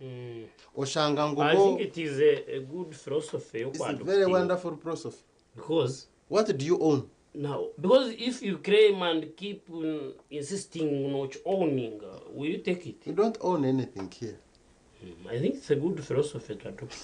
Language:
Nyankole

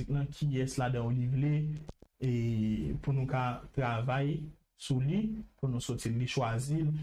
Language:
Haitian Creole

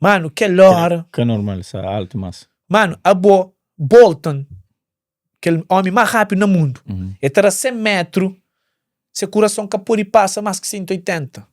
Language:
Kabuverdianu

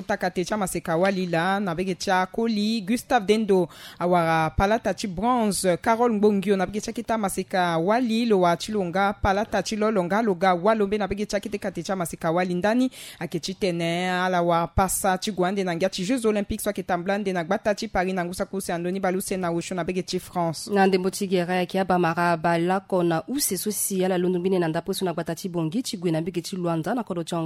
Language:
Sango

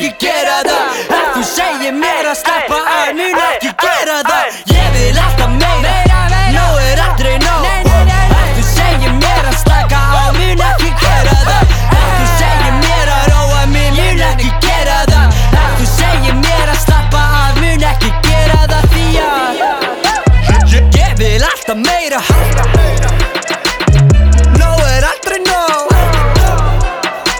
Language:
Icelandic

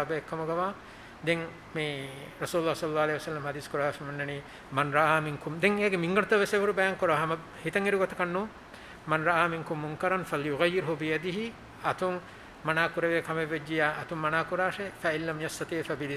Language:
Divehi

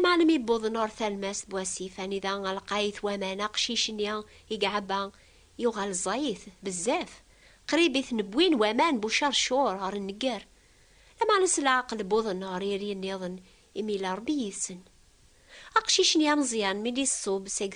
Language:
Kabyle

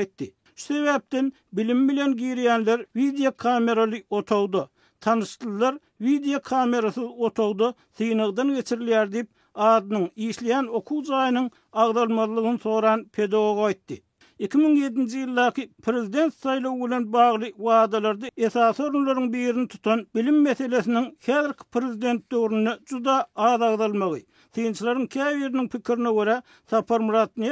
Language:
Turkmen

